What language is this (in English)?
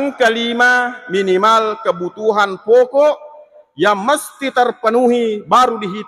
Buginese